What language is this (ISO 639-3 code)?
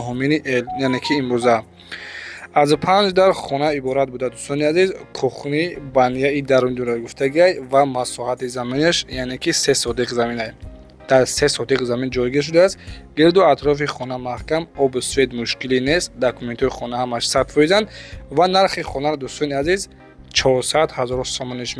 tgk